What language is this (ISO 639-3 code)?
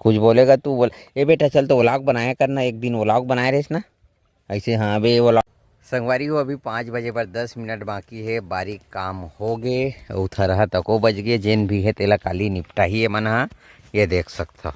hne